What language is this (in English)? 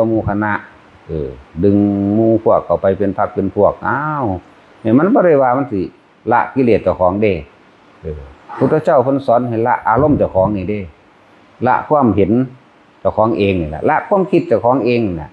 Northeastern Thai